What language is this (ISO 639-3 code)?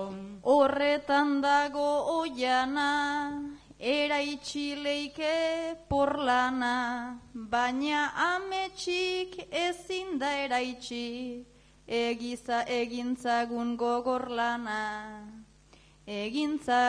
eus